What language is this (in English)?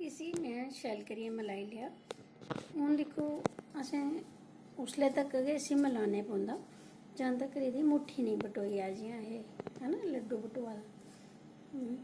Dogri